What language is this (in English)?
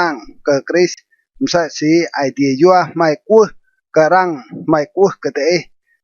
Rade